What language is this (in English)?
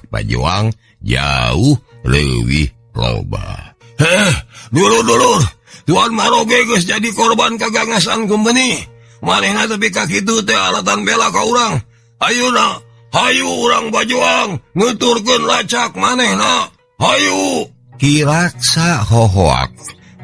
Sundanese